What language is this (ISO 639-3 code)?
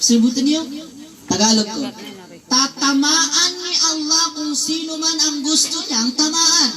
mrw